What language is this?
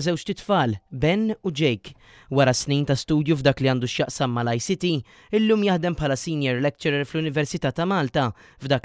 Maltese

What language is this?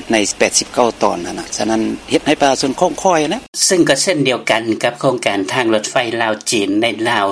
Lao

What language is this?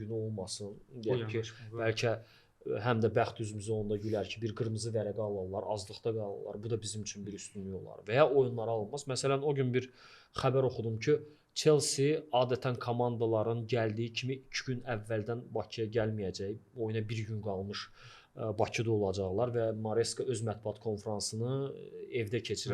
Azerbaijani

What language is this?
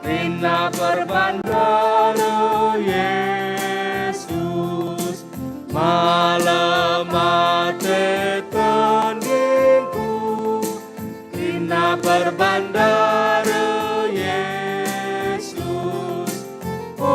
Batak Karo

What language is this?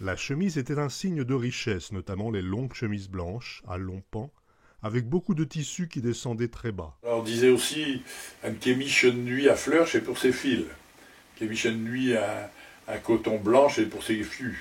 Picard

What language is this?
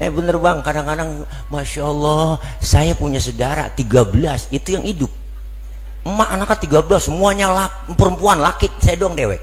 Betawi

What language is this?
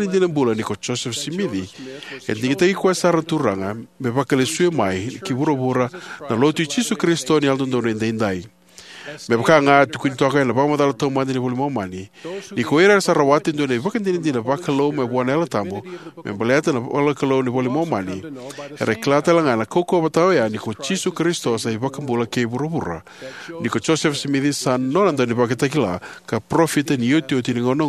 Fijian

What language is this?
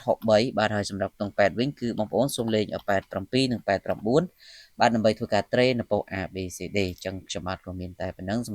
Khmer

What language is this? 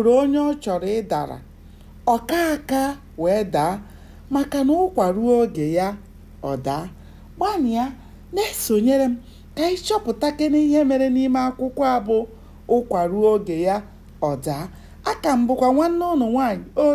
Igbo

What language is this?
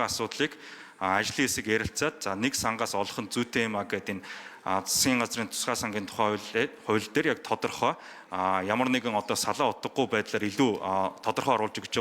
Mongolian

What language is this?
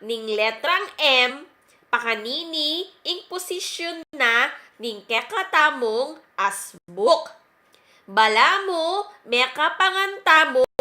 Pampanga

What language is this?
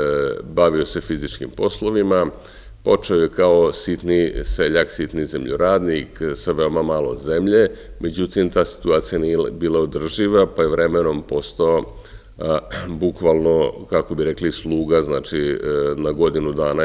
Serbian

